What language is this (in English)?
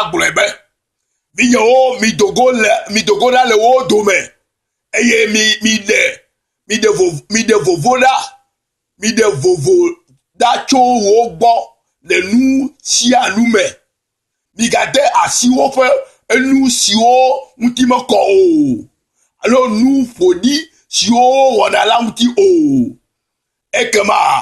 Ewe